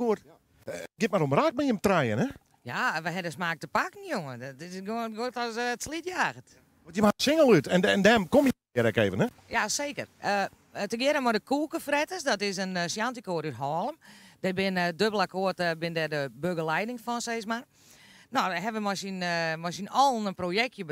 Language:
Western Frisian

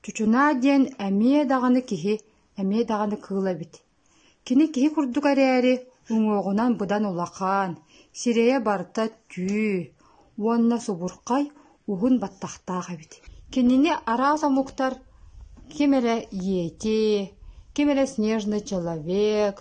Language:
Yakut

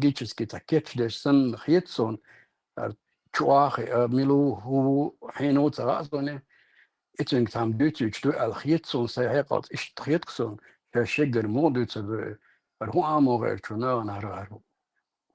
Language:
Chechen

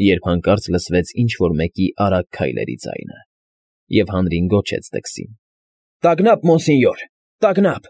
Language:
Armenian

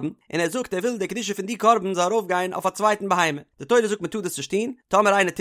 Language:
Yiddish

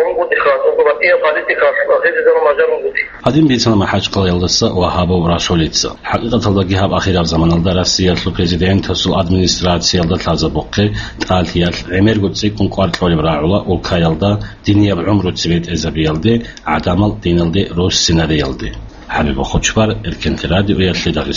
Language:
Avaric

